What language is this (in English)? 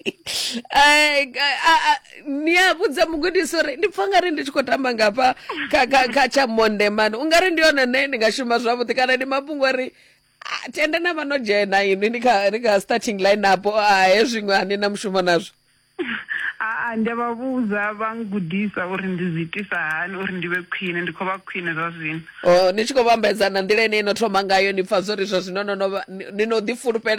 Venda